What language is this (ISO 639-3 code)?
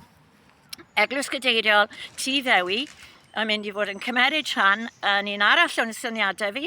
cym